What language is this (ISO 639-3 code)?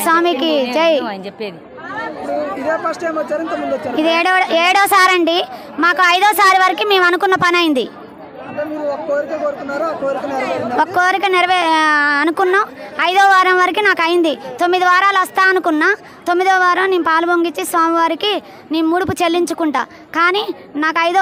tel